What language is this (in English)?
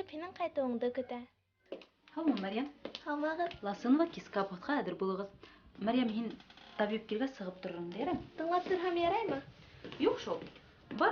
Bashkir